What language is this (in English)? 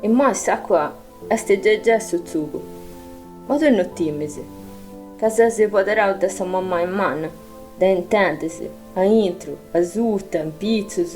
Sardinian